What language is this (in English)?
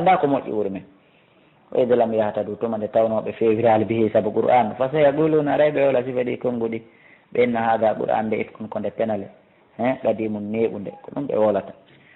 Fula